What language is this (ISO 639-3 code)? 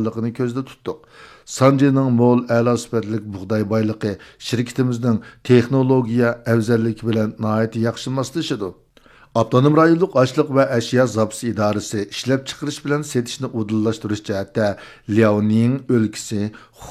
uig